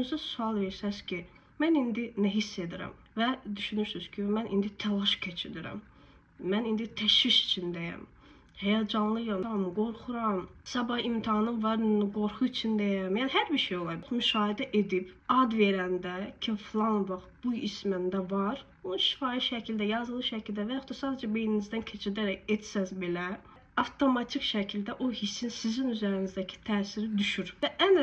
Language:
Azerbaijani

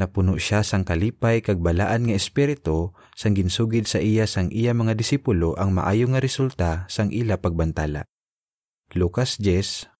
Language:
Hiligaynon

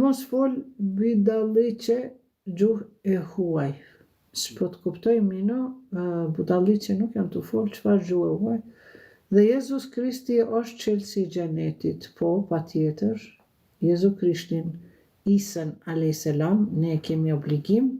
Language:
Albanian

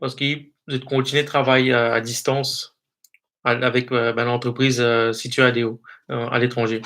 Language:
Morisyen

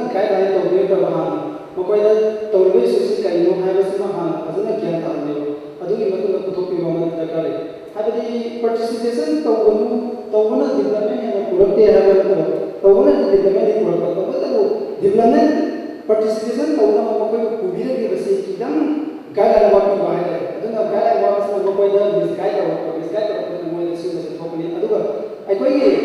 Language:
Manipuri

